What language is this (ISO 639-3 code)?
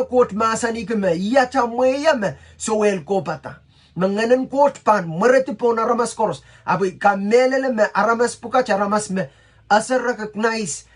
pon